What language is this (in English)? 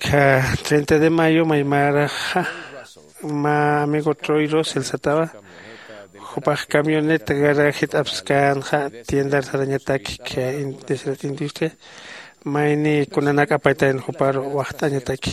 Aymara